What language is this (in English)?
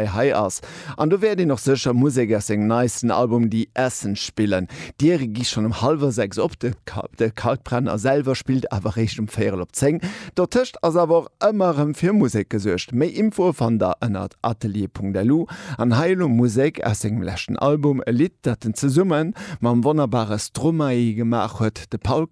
Luxembourgish